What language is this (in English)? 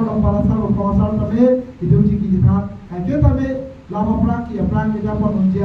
Karbi